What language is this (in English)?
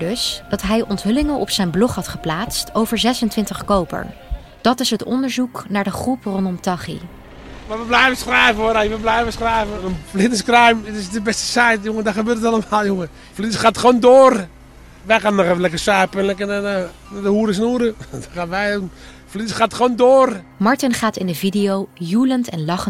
Dutch